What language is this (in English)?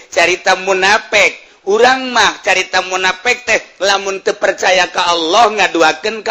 Sundanese